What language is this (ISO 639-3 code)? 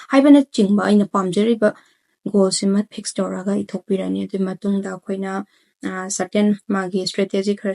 mni